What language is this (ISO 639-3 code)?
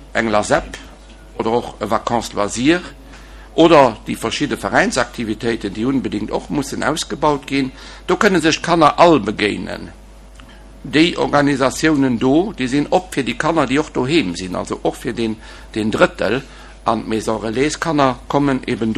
ltz